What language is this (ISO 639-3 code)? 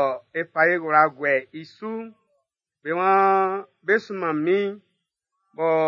bci